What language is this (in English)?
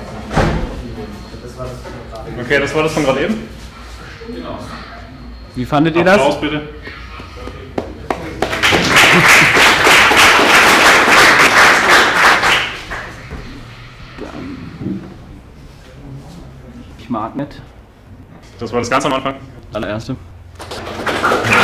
German